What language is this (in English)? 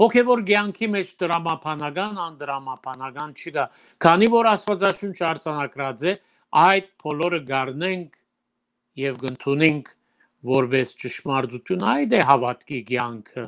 Western Armenian